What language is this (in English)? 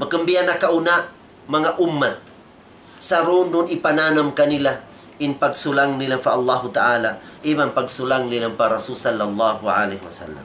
Tausug